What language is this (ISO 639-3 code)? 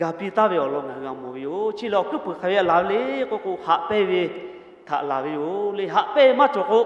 lhu